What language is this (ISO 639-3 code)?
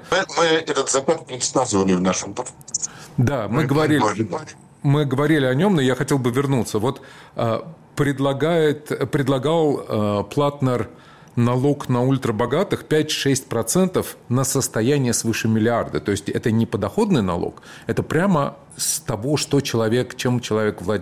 rus